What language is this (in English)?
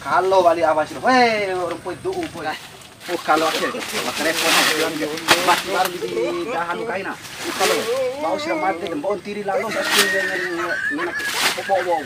Bima